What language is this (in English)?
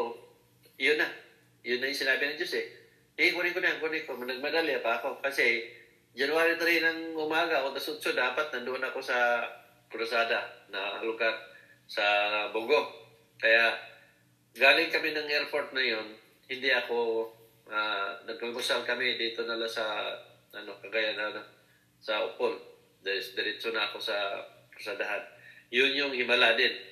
Filipino